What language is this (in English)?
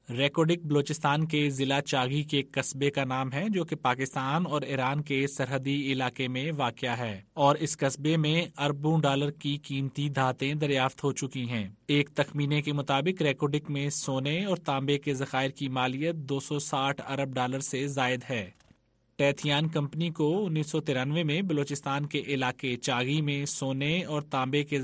Urdu